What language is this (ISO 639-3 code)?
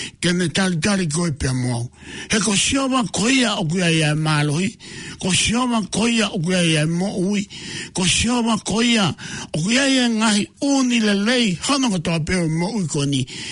ton